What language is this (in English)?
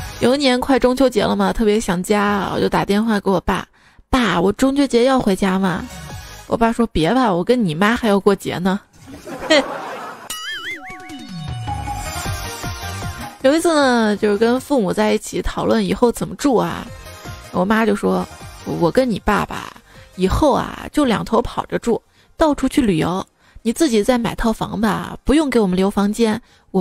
Chinese